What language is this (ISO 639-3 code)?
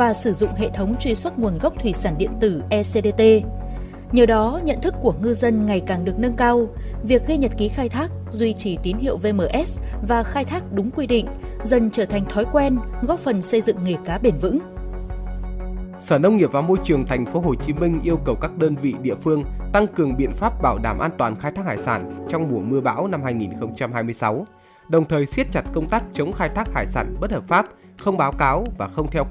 vie